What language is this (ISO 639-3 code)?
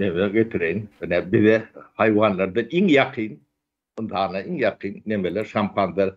tuk